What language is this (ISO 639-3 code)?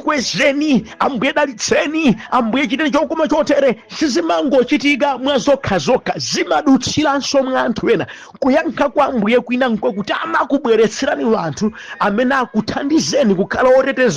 nya